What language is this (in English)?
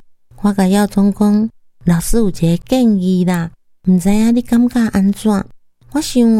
Min Nan Chinese